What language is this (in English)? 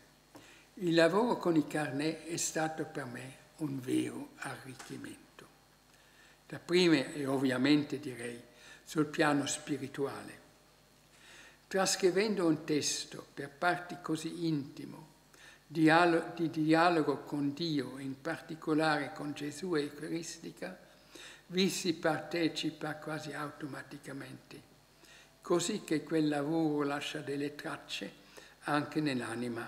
Italian